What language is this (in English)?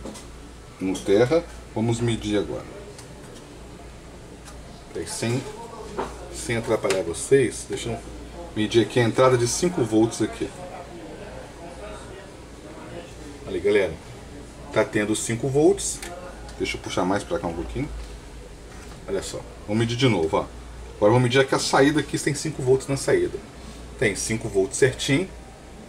Portuguese